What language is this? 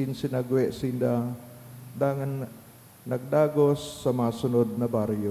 Bikol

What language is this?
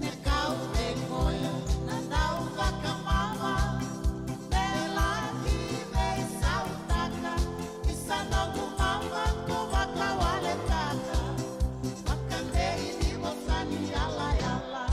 Fijian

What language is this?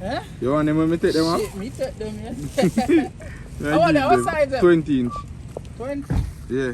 Jamaican Creole English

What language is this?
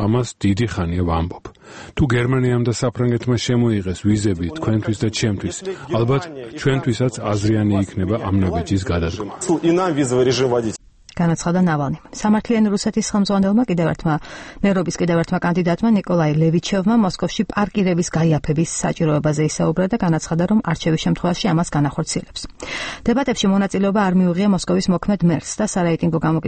Georgian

